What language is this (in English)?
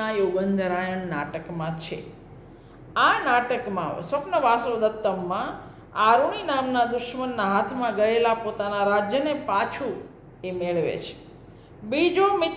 Gujarati